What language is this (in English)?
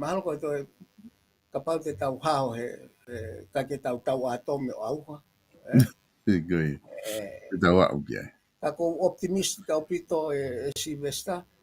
Tongan